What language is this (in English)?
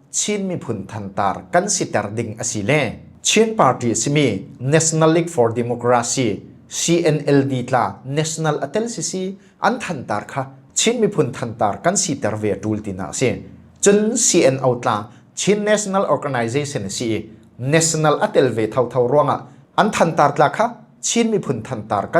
Falam Chin